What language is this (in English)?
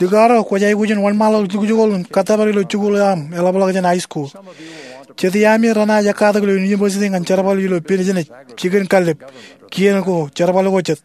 Marshallese